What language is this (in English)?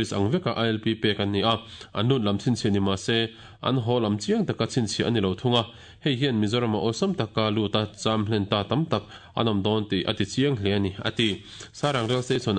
Mizo